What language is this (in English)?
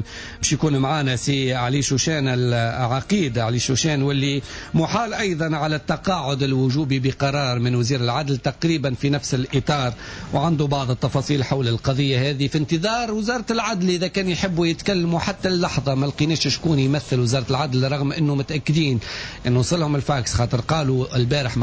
Tunisian Arabic